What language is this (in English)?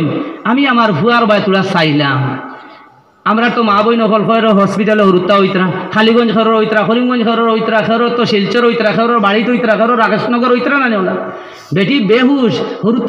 Sylheti